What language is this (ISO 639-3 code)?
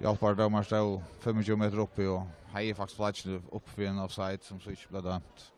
fao